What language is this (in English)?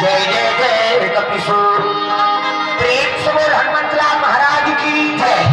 Chhattisgarhi